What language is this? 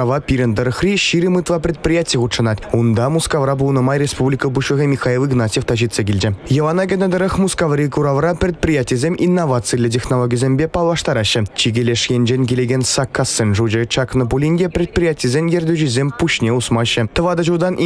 Chuvash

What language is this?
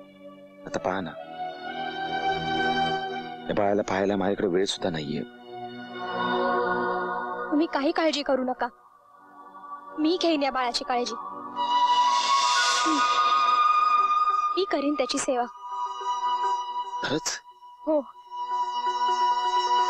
Marathi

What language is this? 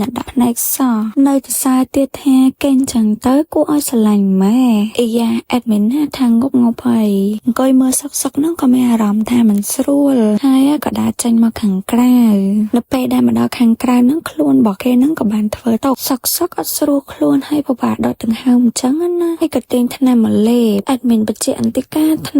Khmer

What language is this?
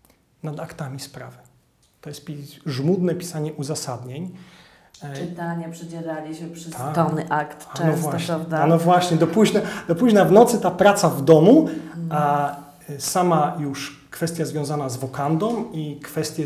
Polish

